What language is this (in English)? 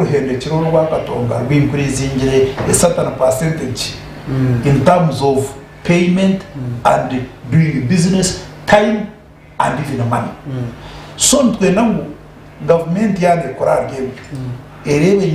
Nyankole